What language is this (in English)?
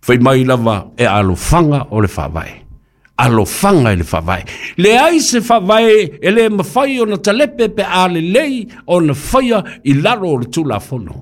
Samoan